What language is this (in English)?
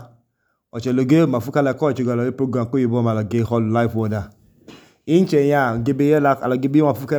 Idoma